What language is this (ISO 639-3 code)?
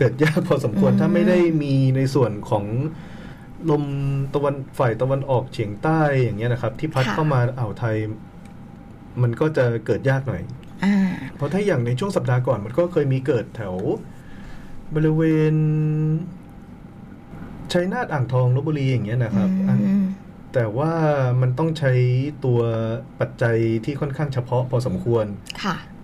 tha